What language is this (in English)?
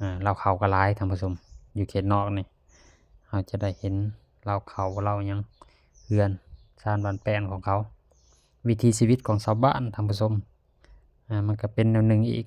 Lao